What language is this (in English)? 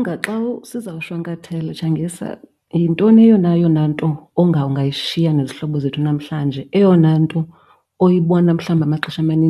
Xhosa